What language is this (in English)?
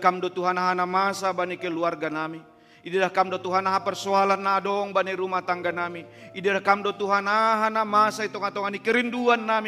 Batak Simalungun